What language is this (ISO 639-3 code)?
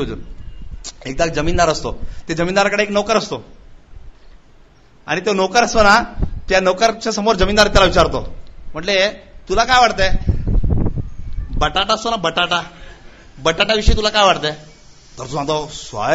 mar